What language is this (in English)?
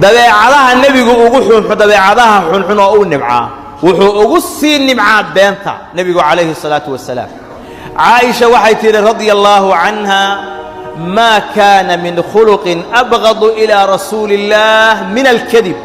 Somali